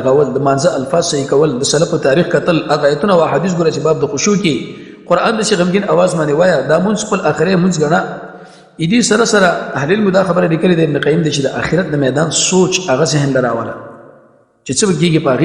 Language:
Pashto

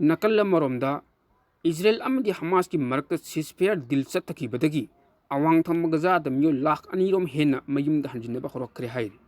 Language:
Manipuri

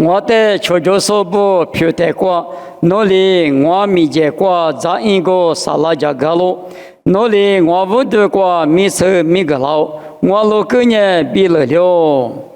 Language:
Lisu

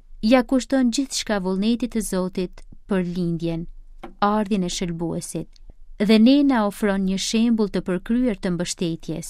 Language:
Albanian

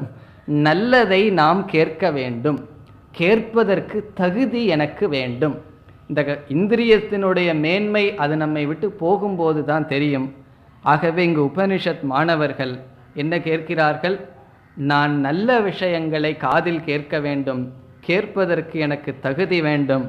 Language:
Tamil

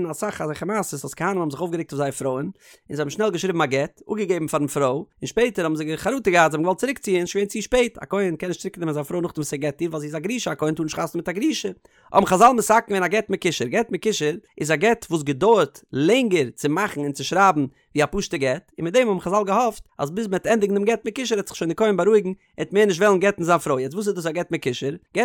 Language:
Yiddish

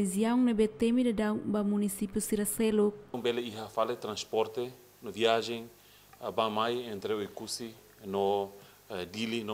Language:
Tetum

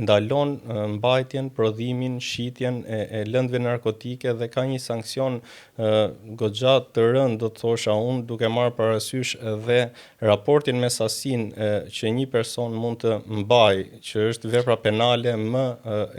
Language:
Albanian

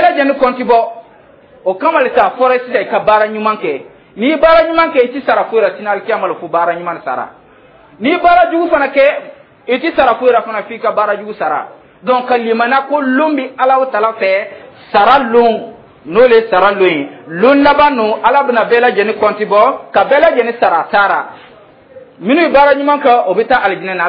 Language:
Dyula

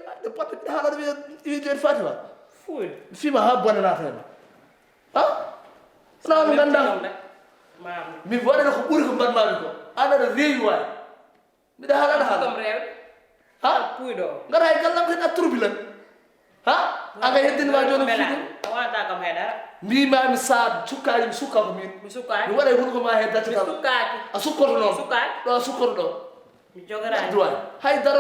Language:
Fula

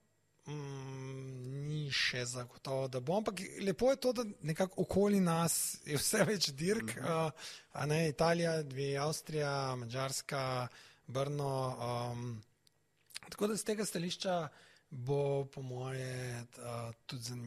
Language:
Slovenian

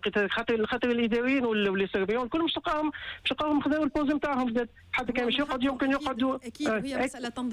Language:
Tunisian Arabic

